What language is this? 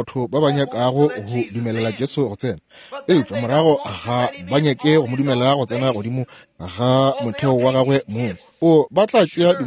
Northern Sotho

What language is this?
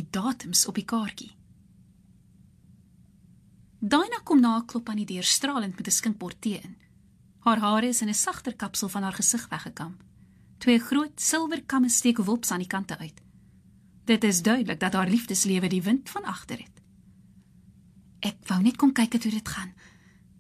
Afrikaans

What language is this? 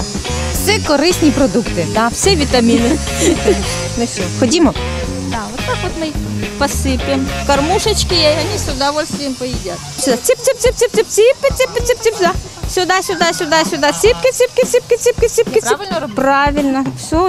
Ukrainian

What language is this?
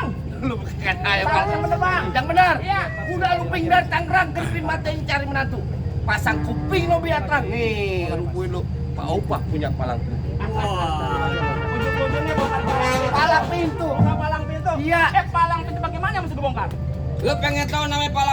Betawi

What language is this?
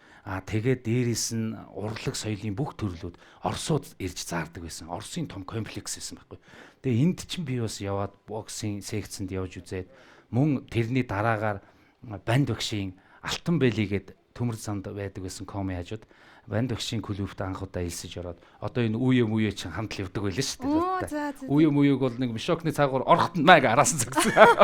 Mongolian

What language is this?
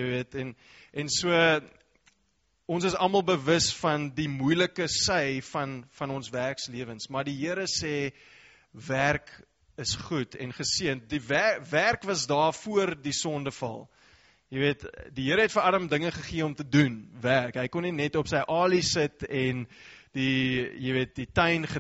Afrikaans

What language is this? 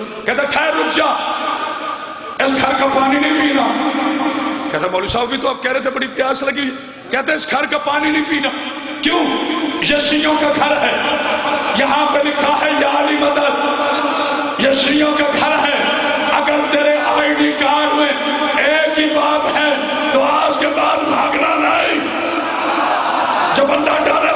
Urdu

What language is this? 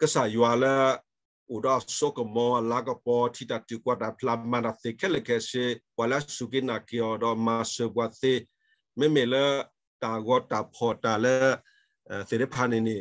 S'gaw Karen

